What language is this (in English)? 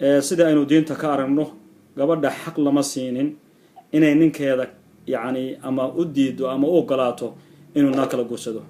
Somali